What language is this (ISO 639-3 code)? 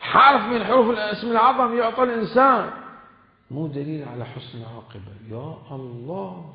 acm